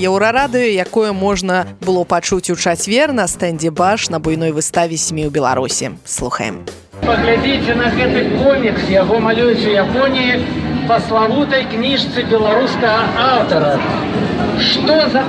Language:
Belarusian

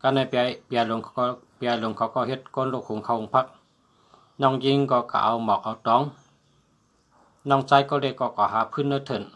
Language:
Shan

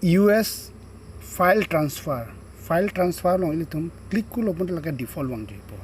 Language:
Karbi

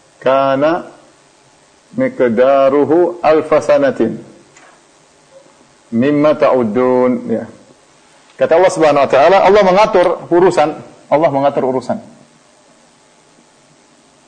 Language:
Indonesian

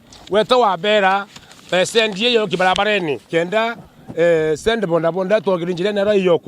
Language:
Meru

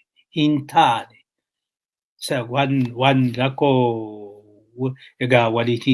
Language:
Oromo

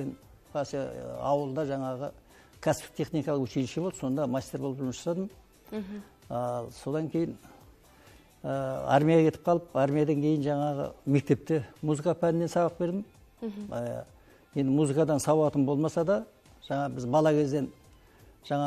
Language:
Kazakh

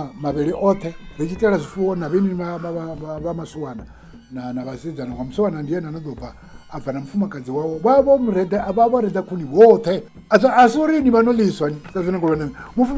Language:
Venda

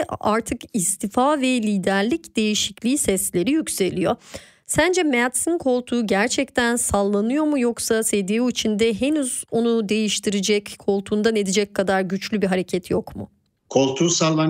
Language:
Turkish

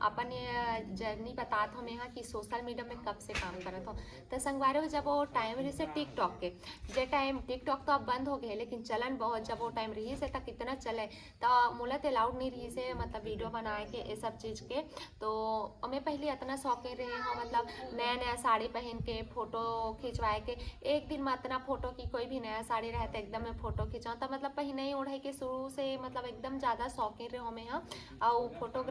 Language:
Chhattisgarhi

